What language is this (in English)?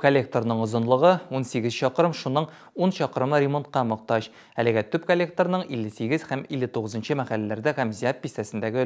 Tatar